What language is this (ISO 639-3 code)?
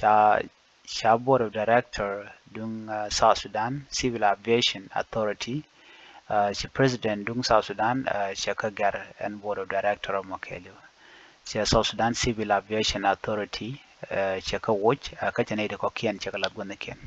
nus